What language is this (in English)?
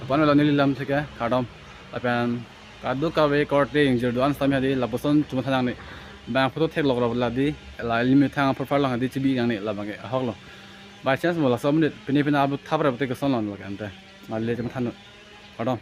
Karbi